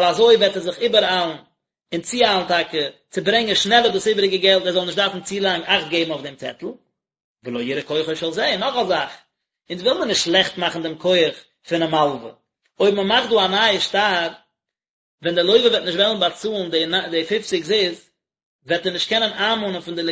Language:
Yiddish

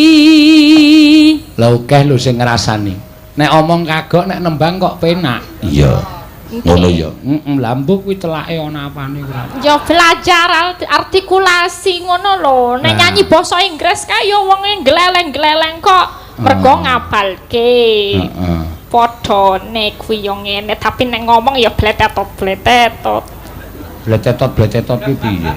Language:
Javanese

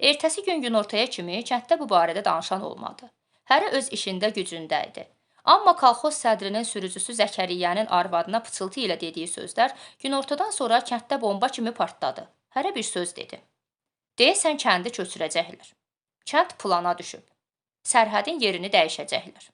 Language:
Azerbaijani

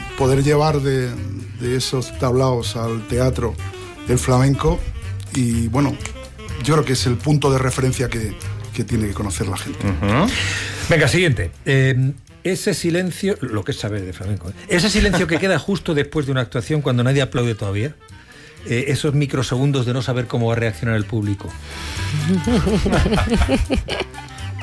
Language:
Spanish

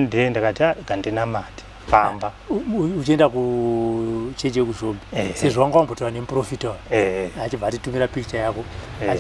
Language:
Shona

